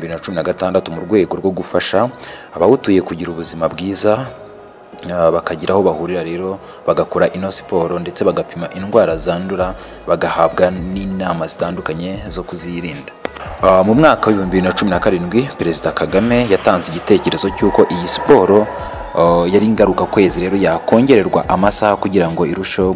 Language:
Kinyarwanda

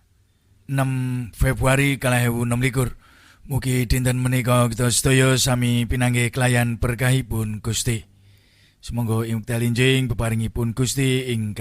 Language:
Javanese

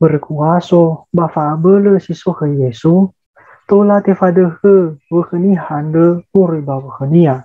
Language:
Nias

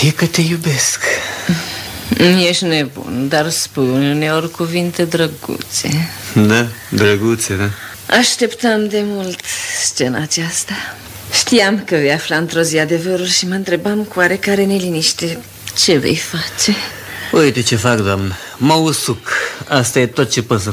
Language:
Romanian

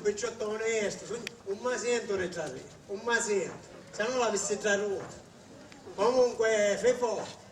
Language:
Sicilian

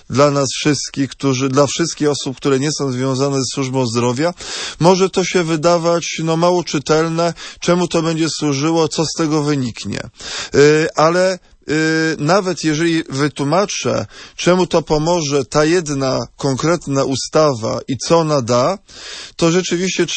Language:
Polish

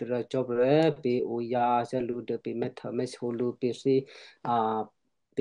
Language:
Western Kayah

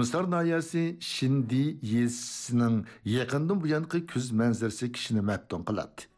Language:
Uyghur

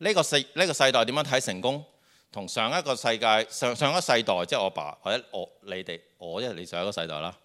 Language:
Cantonese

